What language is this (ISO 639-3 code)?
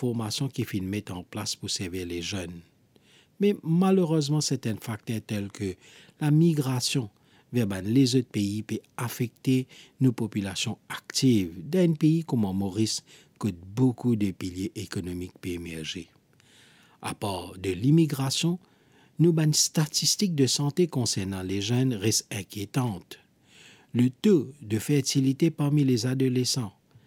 mfe